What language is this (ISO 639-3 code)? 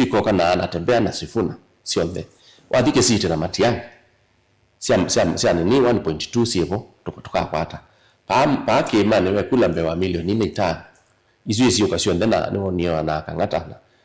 kam